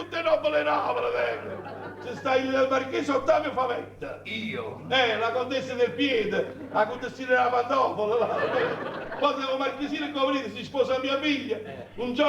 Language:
Neapolitan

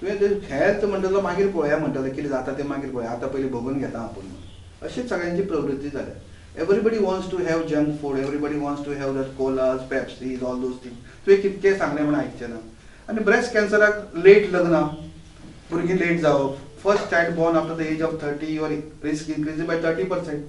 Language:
Konkani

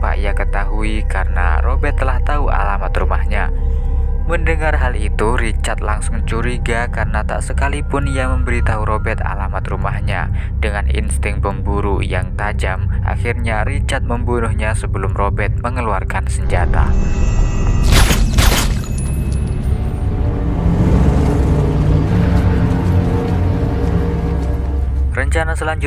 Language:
Indonesian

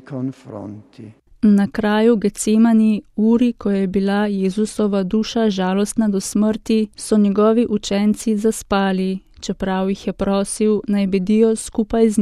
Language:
Slovenian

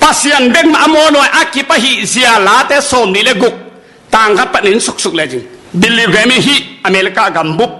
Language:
Tedim Chin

